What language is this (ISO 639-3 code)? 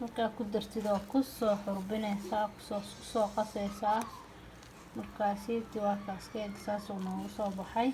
som